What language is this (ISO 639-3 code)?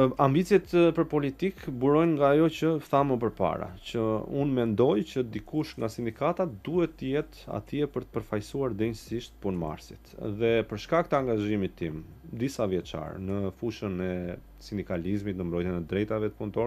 sqi